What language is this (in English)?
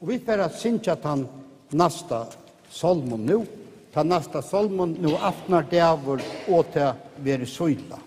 Faroese